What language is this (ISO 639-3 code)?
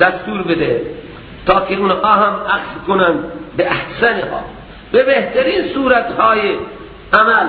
fas